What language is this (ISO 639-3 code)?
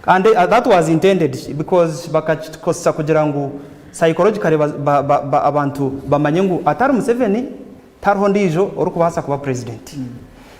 nyn